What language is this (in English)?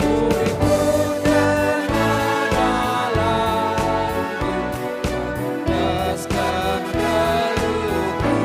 Batak Karo